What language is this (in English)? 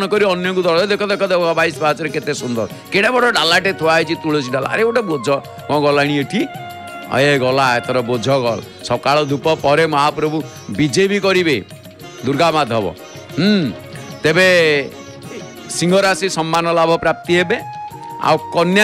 Odia